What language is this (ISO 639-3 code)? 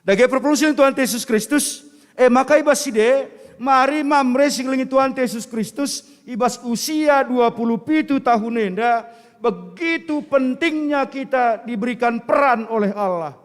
btx